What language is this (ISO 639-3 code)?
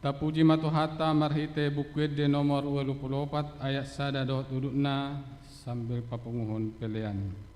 bbc